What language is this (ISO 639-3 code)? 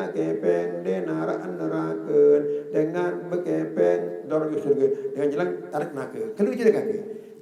sas